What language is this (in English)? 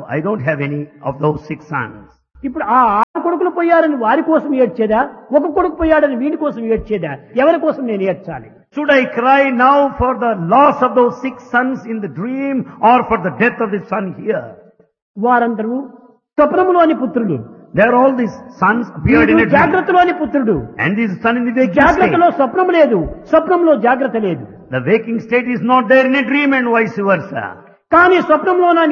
Telugu